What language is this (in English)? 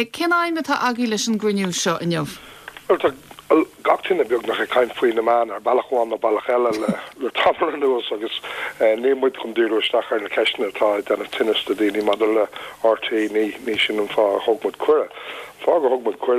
Irish